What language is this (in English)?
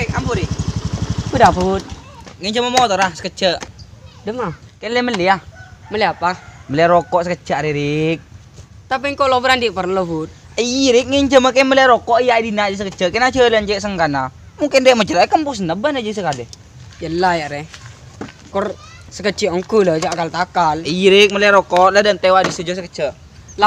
Madurese